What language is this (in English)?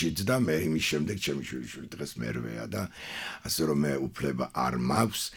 Georgian